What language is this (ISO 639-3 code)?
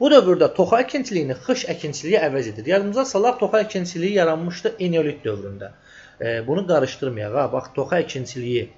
aze